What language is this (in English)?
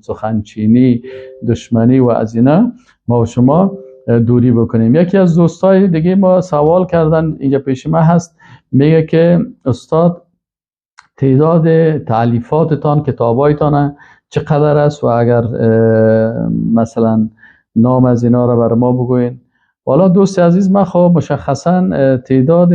Persian